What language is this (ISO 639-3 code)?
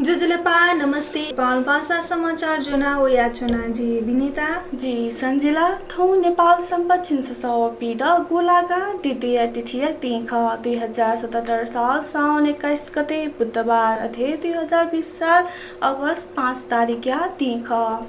new